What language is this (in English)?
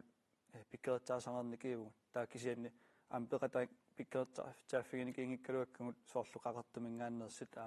Kalaallisut